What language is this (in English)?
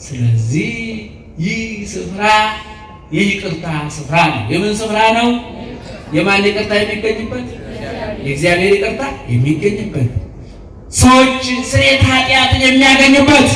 Amharic